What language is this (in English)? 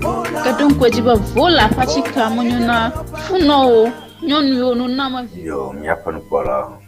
Ewe